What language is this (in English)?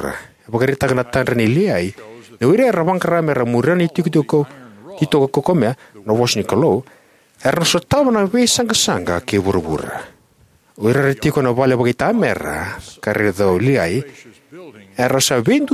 Fijian